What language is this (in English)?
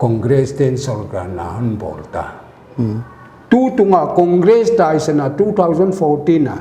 Paite Chin